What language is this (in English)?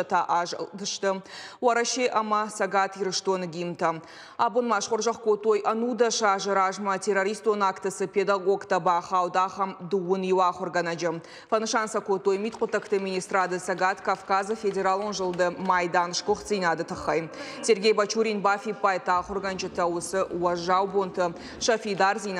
Ossetic